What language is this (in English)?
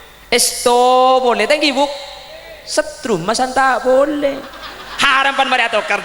Madurese